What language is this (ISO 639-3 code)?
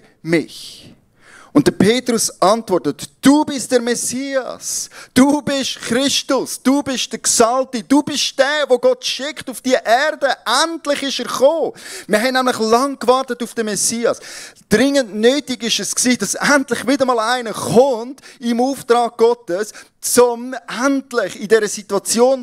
gsw